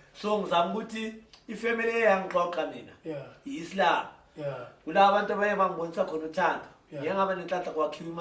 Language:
Zulu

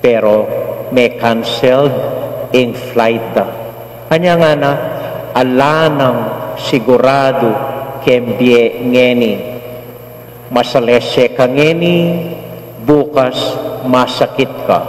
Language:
Pampanga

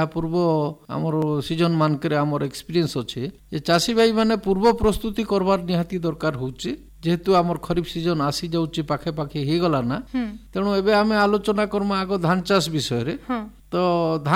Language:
Odia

